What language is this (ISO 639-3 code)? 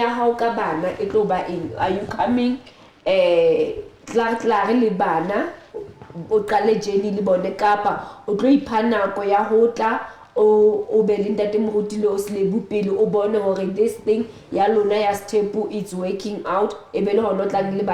sot